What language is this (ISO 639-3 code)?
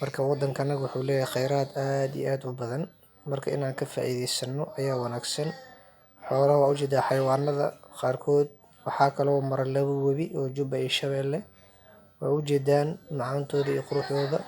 som